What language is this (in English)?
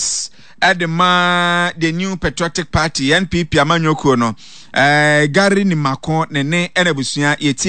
Akan